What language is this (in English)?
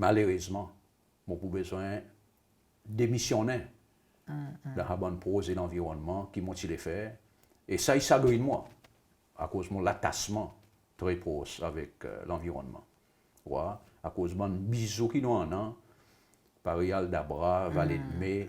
Seselwa Creole French